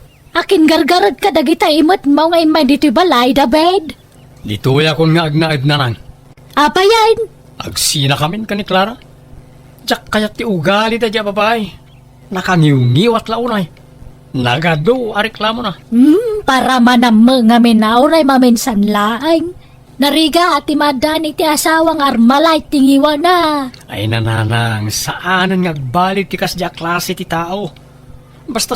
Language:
Iloko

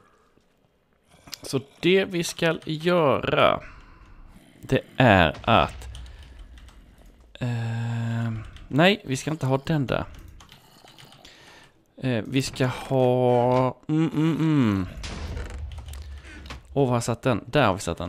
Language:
Swedish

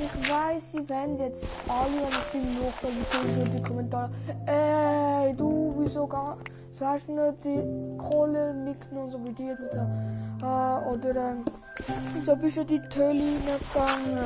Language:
Swiss German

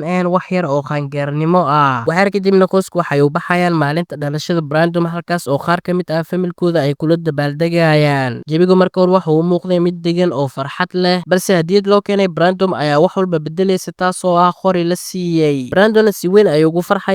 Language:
Somali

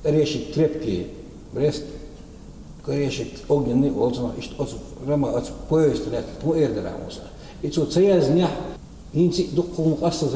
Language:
Chechen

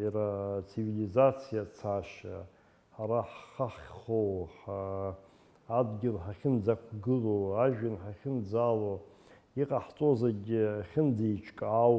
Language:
Abkhazian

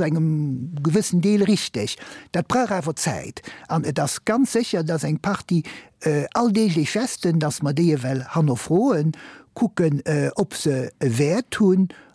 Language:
Luxembourgish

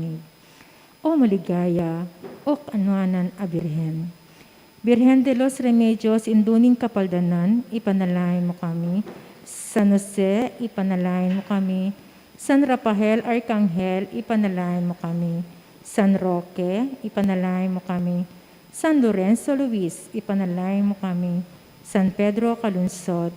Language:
Pampanga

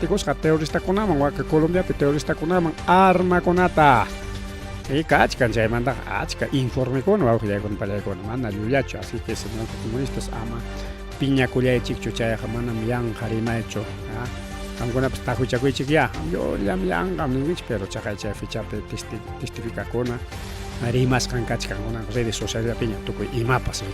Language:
Ayacucho Quechua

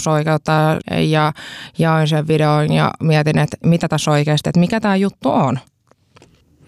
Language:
Finnish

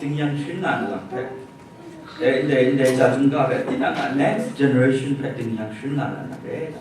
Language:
Kachin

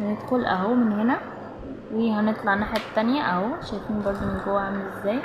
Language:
Egyptian Arabic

